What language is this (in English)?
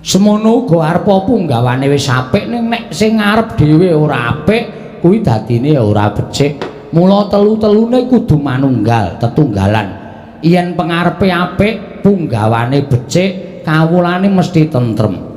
Javanese